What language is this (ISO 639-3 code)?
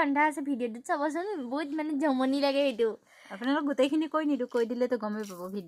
asm